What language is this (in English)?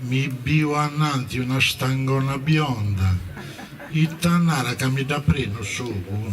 Sardinian